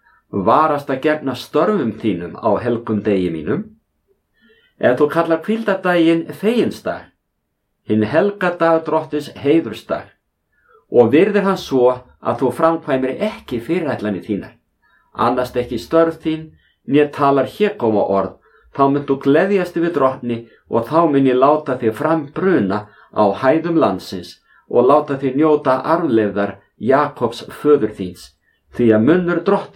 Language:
Icelandic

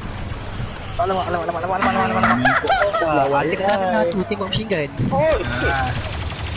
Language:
Malay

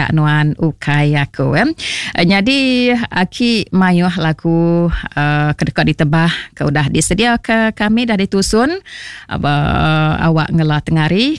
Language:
Iban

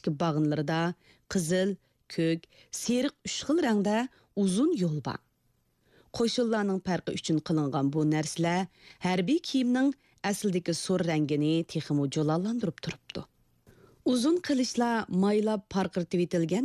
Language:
Uyghur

